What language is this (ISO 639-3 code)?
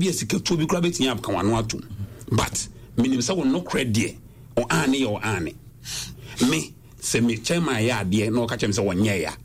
aka